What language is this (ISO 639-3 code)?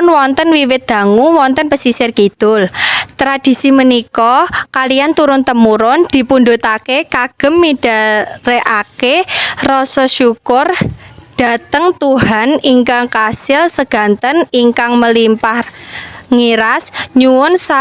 jav